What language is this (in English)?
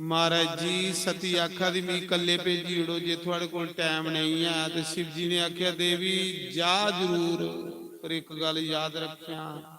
Dogri